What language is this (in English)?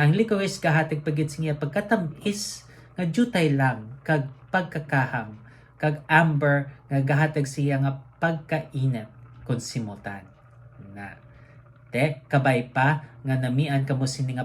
Hiligaynon